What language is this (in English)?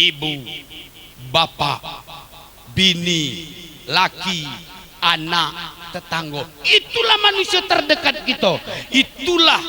Musi